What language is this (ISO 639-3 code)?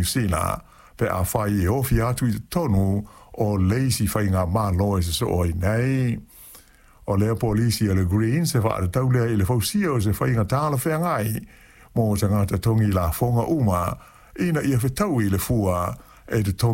smo